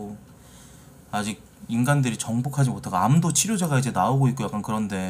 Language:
Korean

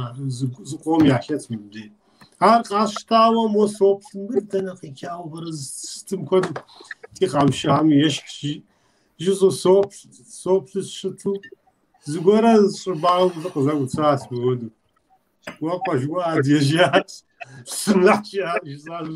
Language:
Kabardian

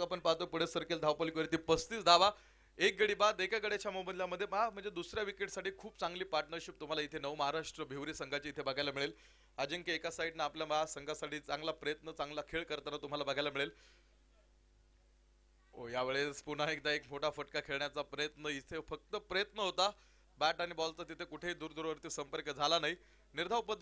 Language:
Marathi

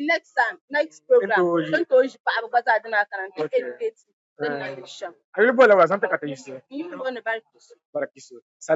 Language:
Dagbani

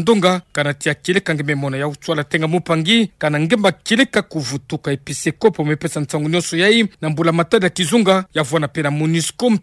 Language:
Kituba (Democratic Republic of Congo)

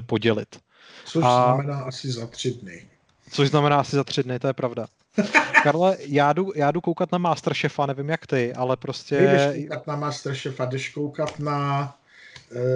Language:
Czech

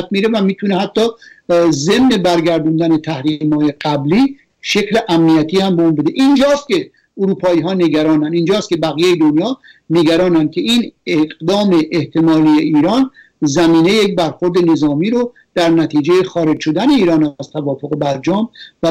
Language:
Persian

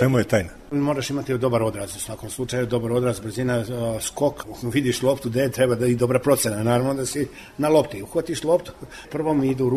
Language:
Serbian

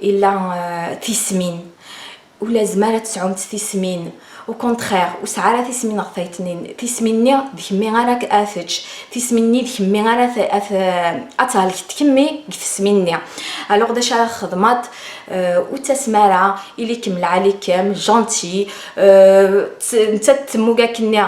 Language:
Kabyle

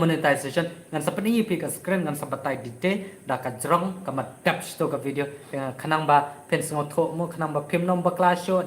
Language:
Khasi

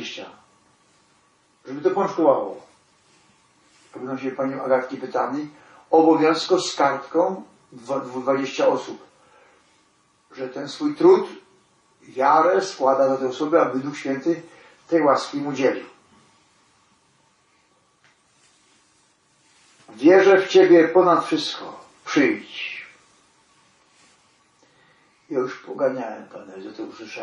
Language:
Polish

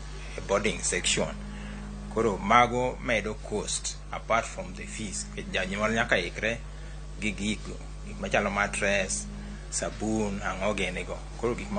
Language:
Luo (Kenya and Tanzania)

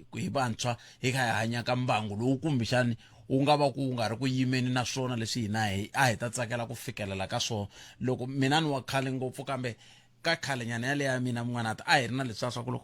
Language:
Tsonga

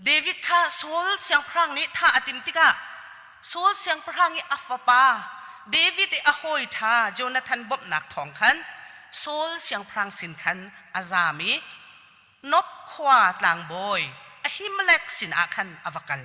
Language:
Hakha Chin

